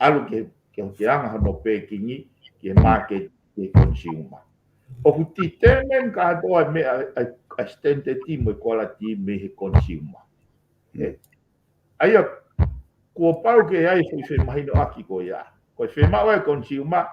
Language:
Tongan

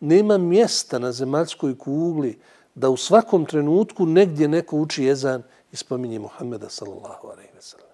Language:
Bosnian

